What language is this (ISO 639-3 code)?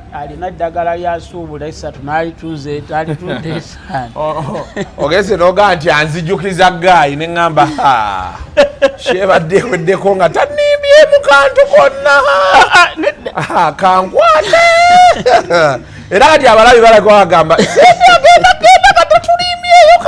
lug